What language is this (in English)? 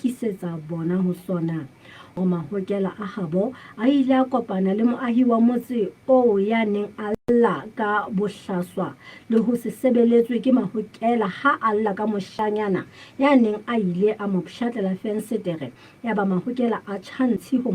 Southern Sotho